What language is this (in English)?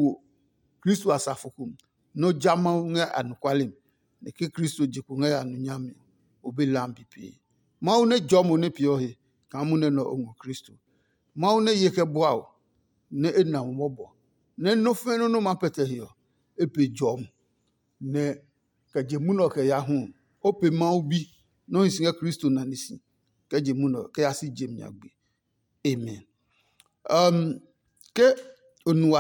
Adangme